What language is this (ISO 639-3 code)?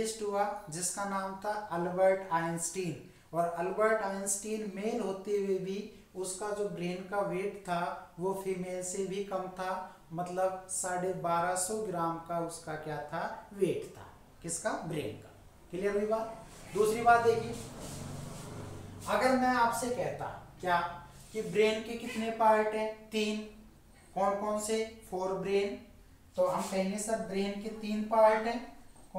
hin